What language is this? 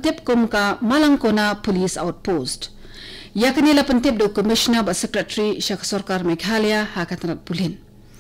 Khasi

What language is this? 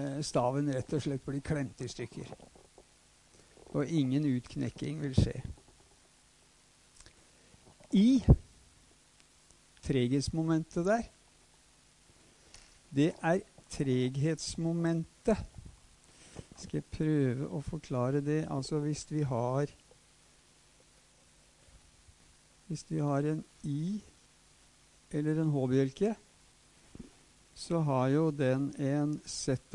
Norwegian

